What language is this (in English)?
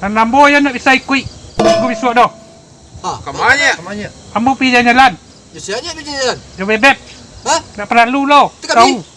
Minangkabau